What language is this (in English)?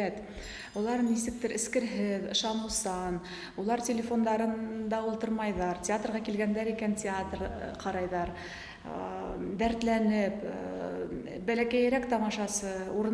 Bashkir